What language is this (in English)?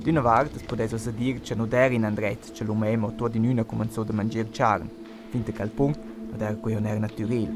Romansh